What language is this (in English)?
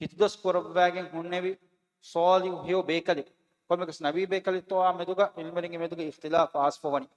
Divehi